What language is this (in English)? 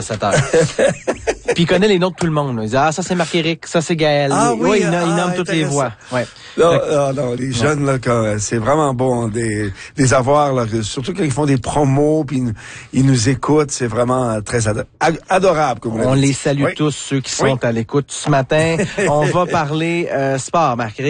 French